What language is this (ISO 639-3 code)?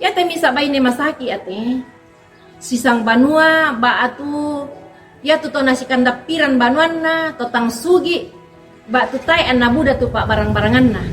sda